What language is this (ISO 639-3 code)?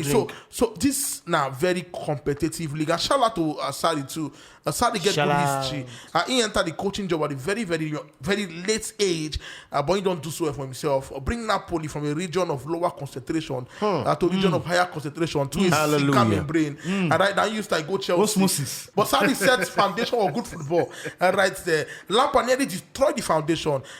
pcm